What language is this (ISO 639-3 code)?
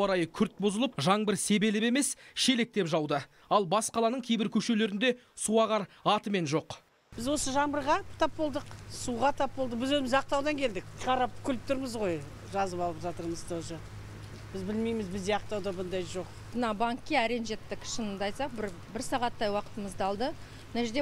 kaz